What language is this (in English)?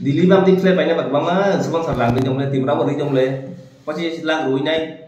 Kok Borok